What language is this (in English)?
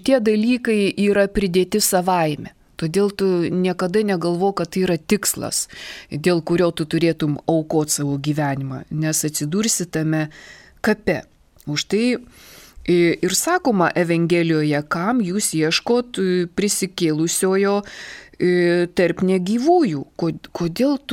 Lithuanian